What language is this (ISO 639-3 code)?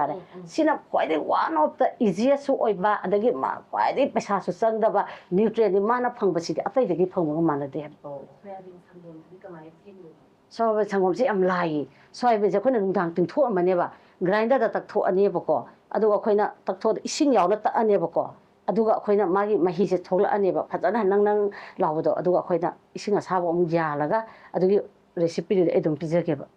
mni